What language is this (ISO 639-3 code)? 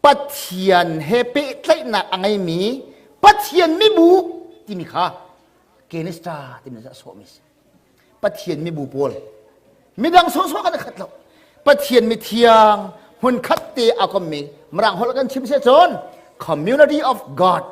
cnh